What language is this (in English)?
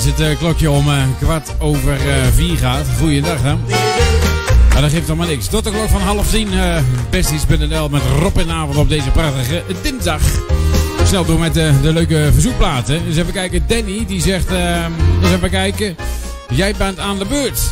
Dutch